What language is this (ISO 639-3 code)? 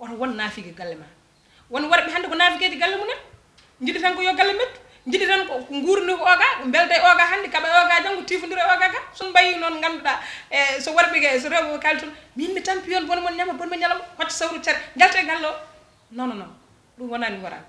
ful